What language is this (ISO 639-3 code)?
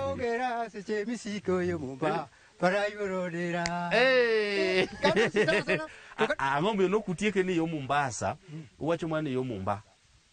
luo